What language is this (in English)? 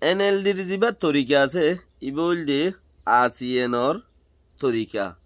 Rohingya